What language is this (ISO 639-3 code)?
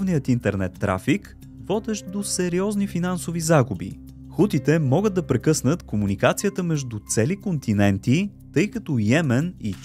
bul